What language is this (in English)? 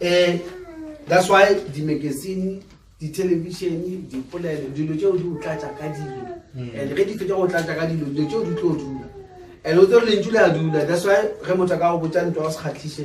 Northern Sotho